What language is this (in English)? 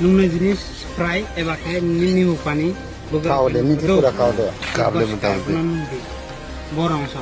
Kok Borok